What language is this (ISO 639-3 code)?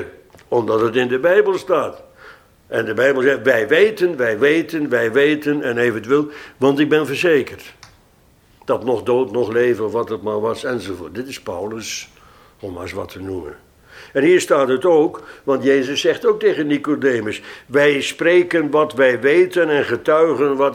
nld